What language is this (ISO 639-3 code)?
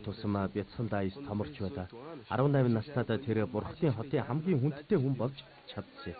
mon